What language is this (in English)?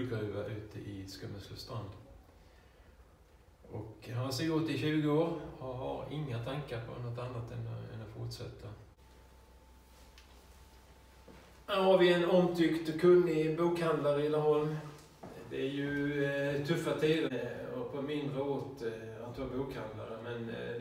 Swedish